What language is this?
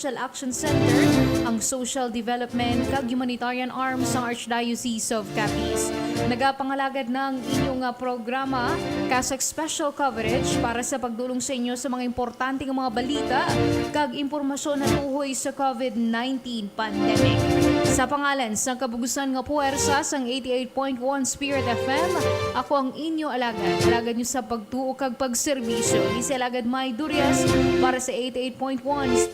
Hiligaynon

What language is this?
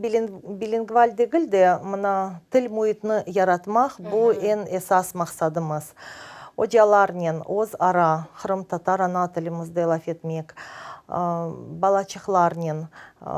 Crimean Tatar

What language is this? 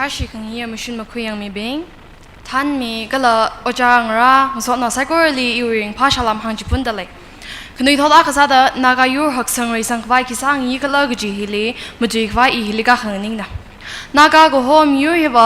Tangkhul Naga (India)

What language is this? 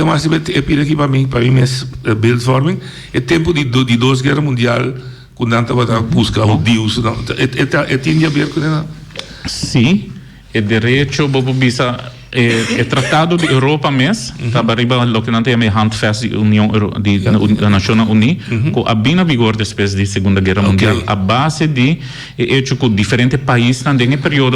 Papiamento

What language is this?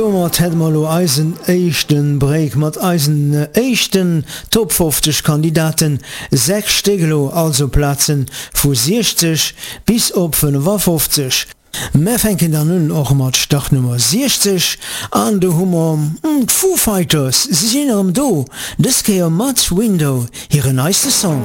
Luxembourgish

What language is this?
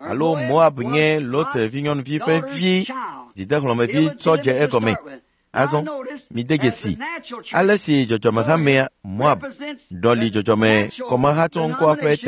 Ewe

